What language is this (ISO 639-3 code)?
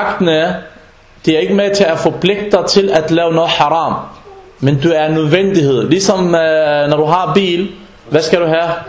dan